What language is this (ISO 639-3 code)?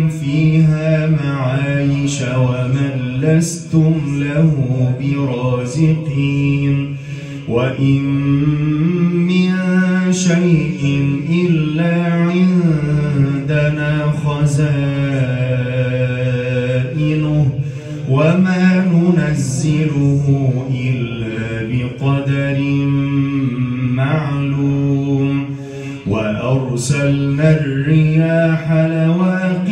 ara